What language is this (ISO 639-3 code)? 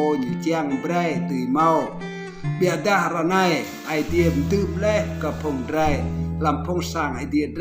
rad